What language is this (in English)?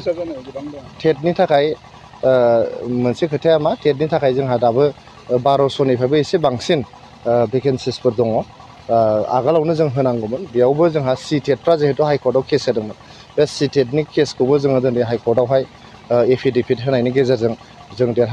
Bodo